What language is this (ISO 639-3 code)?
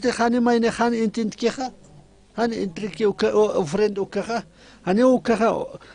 aym